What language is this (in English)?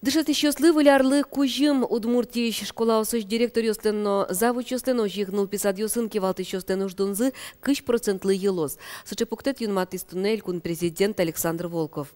Udmurt